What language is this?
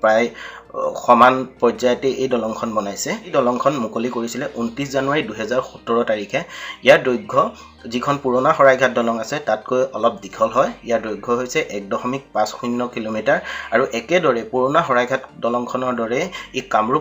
Assamese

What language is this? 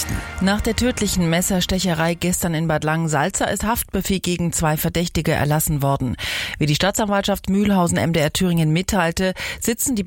German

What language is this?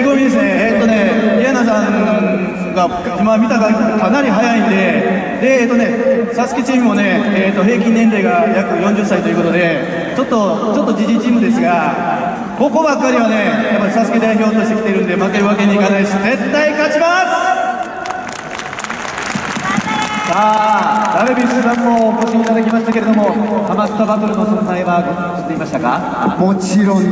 Japanese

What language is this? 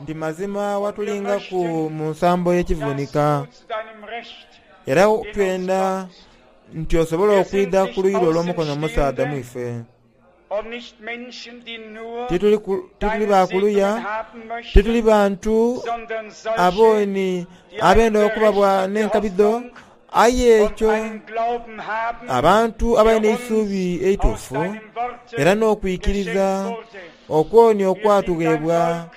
Soga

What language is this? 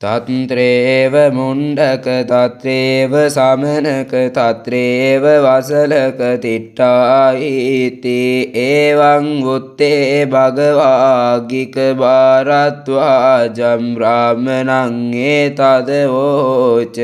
Pali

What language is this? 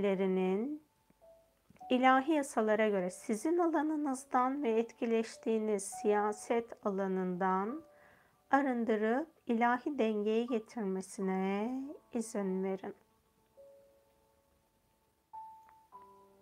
Turkish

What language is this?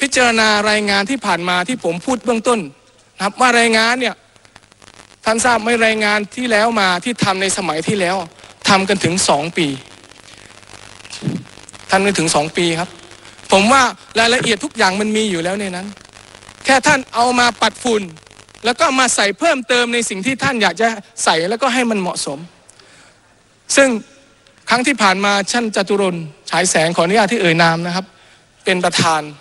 Thai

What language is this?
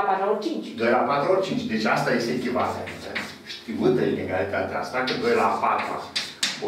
Romanian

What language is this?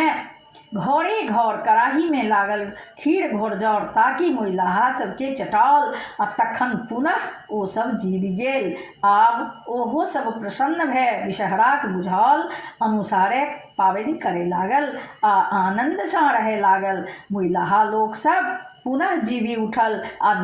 Maithili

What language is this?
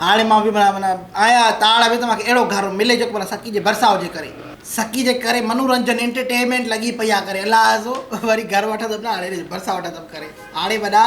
Sindhi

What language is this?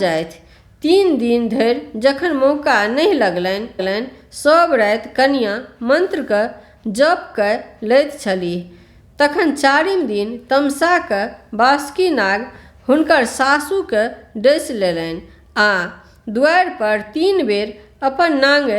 Maithili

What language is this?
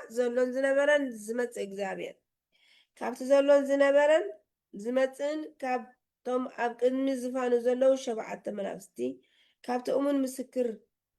Tigrinya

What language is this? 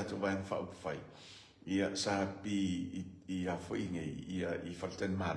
Samoan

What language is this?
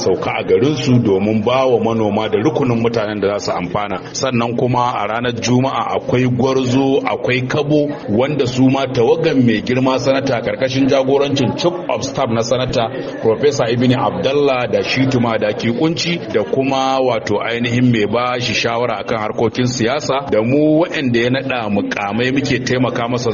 Hausa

